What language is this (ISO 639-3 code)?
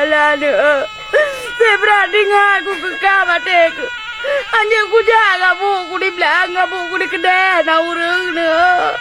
ace